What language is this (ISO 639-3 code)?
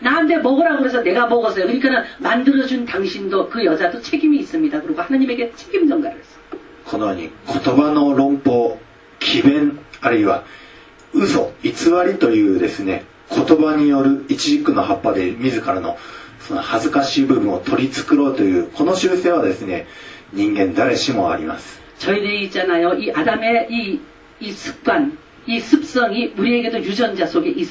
kor